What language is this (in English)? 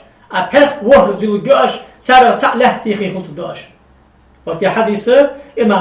Ingush